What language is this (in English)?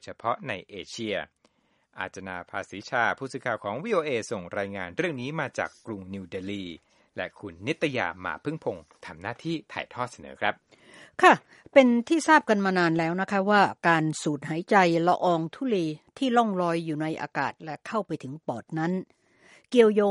Thai